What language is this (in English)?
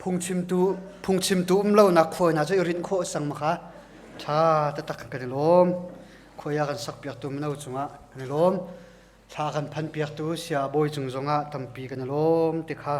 Hakha Chin